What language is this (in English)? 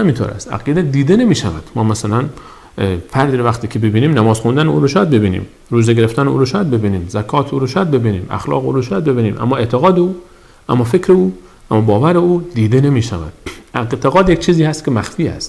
Persian